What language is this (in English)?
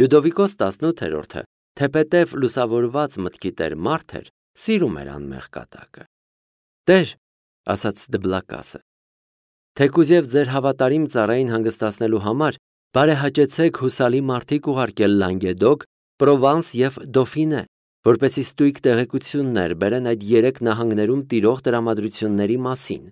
Armenian